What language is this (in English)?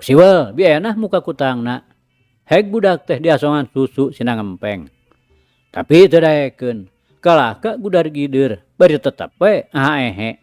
Sundanese